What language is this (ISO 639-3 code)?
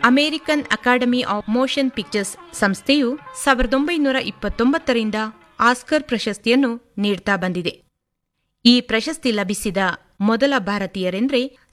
kan